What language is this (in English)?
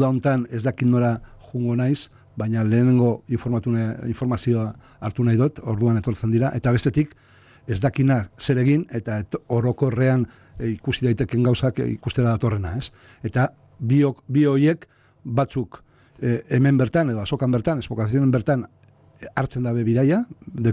Basque